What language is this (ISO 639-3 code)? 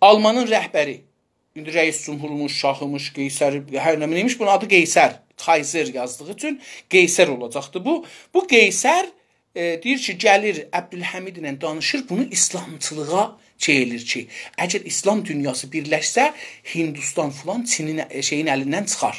azb